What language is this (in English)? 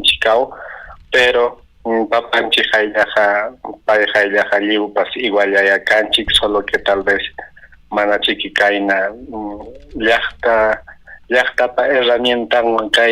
Ayacucho Quechua